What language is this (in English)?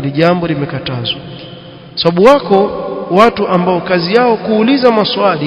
Swahili